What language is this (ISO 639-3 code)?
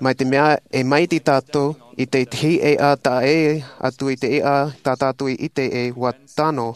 tah